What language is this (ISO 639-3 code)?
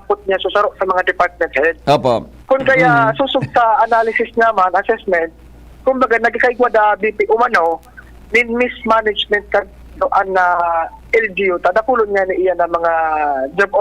bik